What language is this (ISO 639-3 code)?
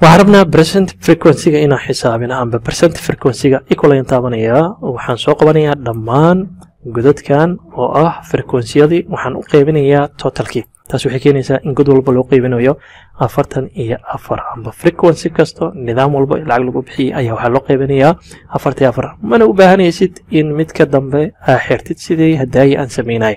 som